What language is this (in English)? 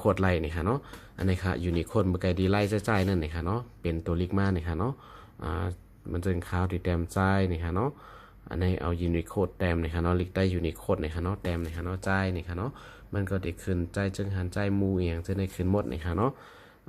Shan